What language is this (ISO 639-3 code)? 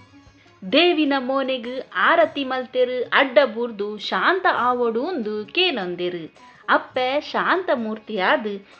tcy